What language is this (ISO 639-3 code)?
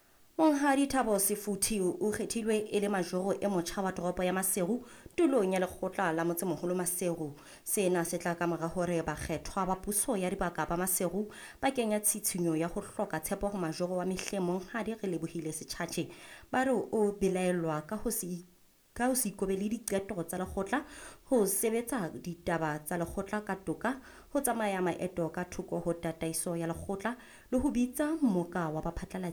sot